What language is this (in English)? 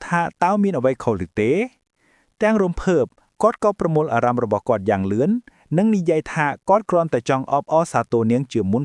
Khmer